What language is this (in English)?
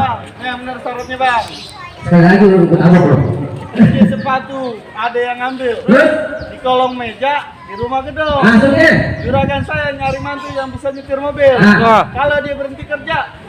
Betawi